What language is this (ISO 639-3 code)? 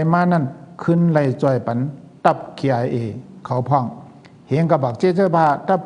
shn